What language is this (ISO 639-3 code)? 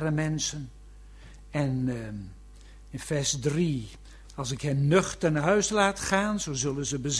nld